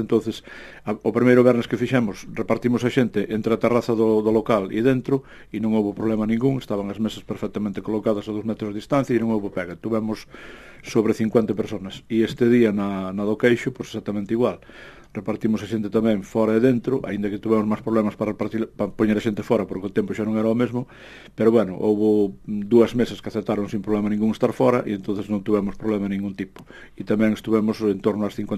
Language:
Galician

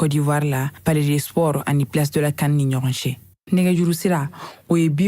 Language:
Bambara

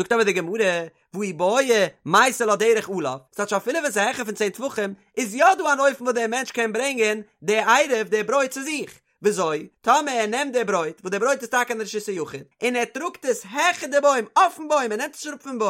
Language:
Yiddish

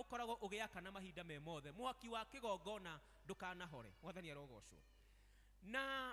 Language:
Kikuyu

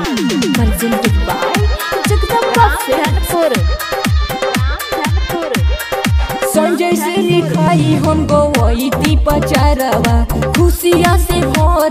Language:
Bhojpuri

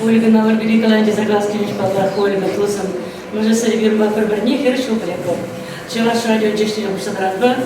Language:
Chuvash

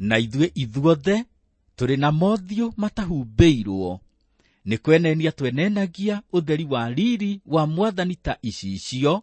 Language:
Kikuyu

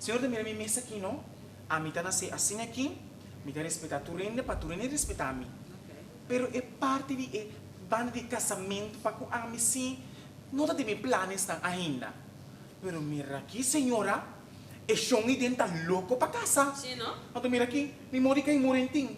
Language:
Papiamento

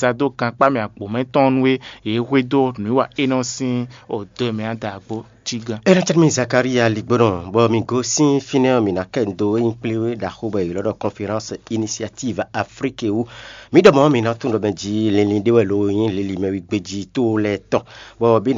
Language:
Fon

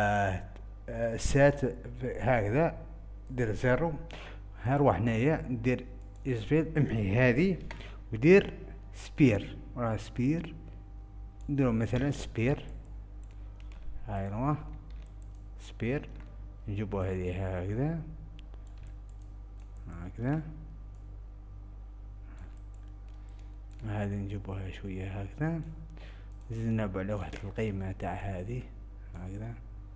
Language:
Algerian Arabic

